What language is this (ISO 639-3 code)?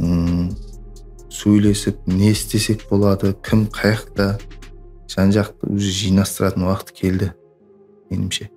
kaa